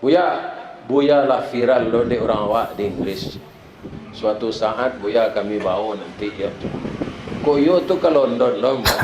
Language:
Minangkabau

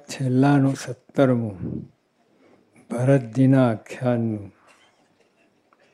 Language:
Gujarati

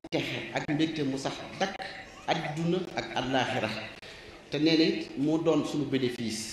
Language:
Wolof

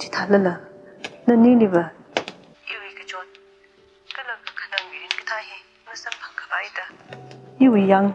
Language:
Tangkhul Naga (India)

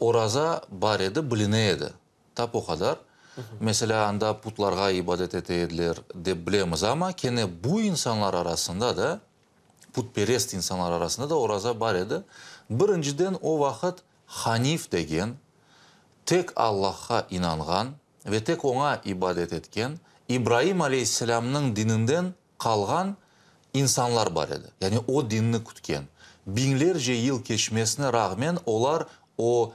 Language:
Crimean Tatar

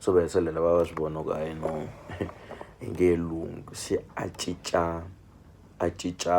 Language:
Tsonga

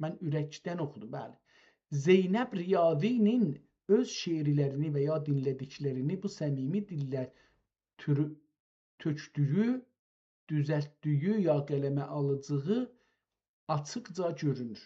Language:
South Azerbaijani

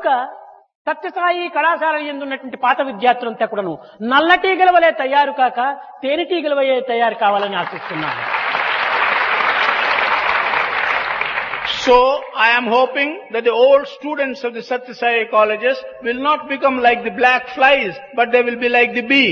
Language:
Telugu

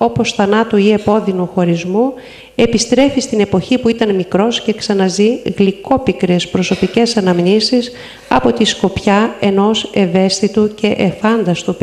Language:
Greek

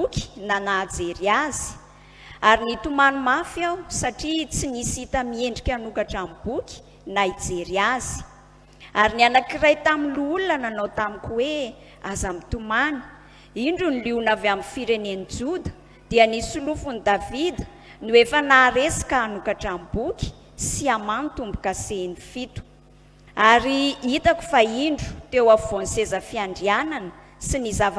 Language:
Malagasy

